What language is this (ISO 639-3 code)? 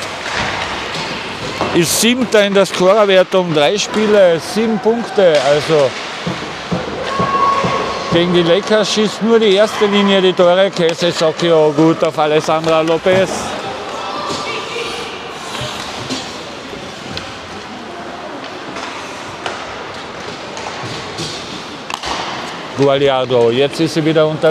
deu